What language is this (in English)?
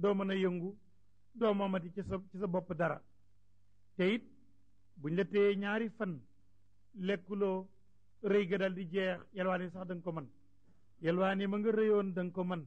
Wolof